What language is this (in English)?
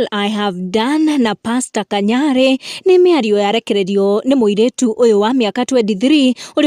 Kikuyu